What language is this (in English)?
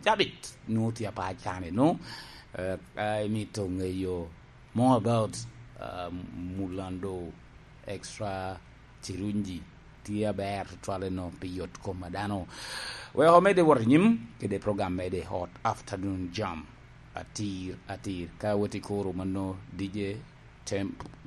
Lango (Uganda)